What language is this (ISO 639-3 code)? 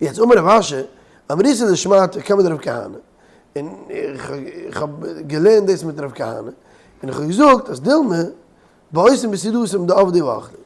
yid